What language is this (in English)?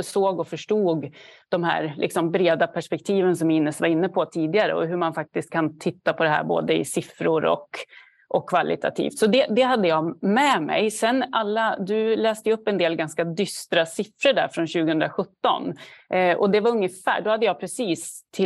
Swedish